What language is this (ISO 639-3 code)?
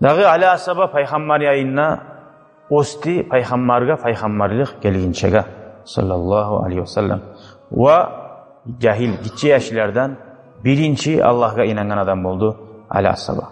kum